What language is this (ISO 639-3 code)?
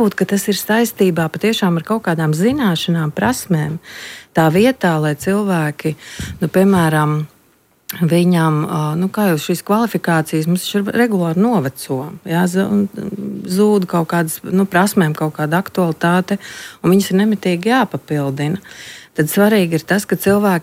lav